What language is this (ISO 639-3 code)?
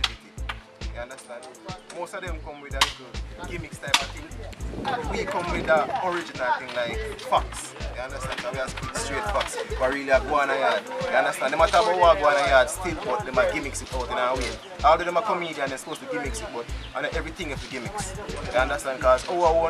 jam